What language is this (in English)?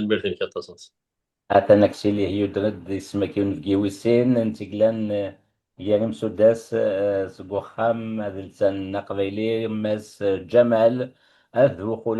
Kabyle